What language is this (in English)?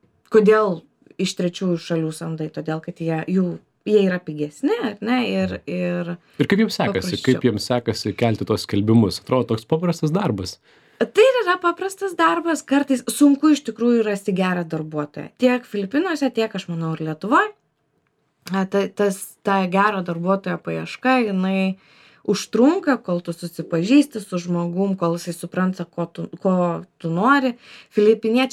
Lithuanian